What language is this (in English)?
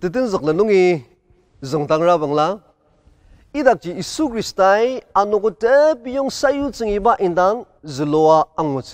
Ao Naga